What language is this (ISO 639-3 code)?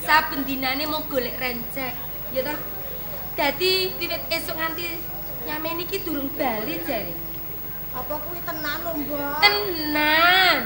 jav